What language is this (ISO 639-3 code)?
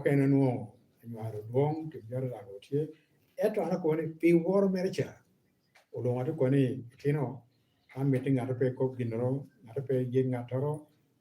laj